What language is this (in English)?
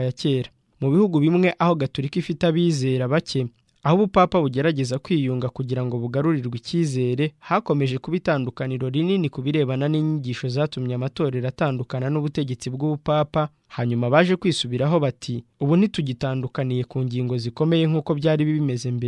Kinyarwanda